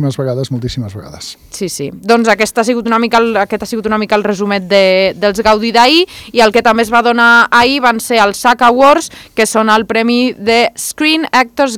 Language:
Catalan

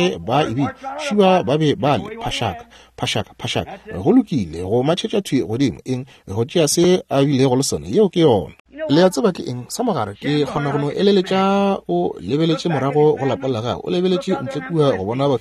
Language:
Northern Sotho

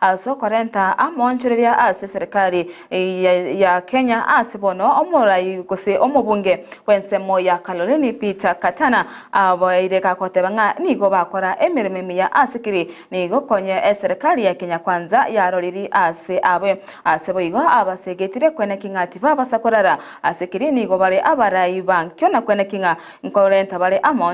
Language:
Gusii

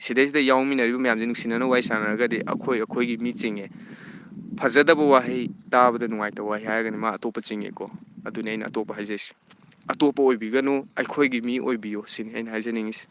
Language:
Manipuri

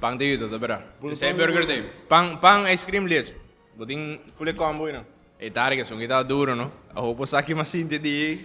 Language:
Papiamento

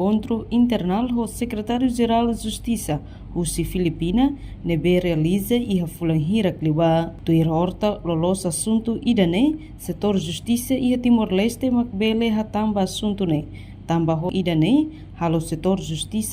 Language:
Tetum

